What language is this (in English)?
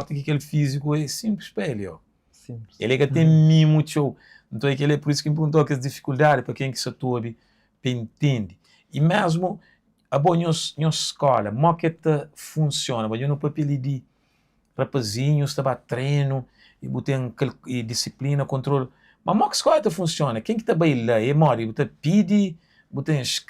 Kabuverdianu